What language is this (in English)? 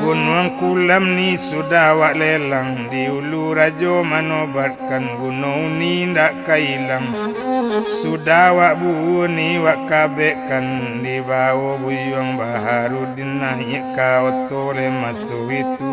Minangkabau